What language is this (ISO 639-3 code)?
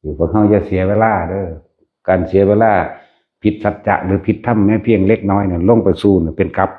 tts